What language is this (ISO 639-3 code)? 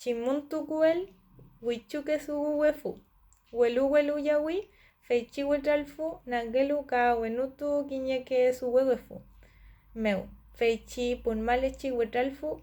arn